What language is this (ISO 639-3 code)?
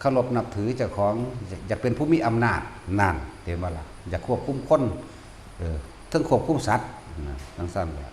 tts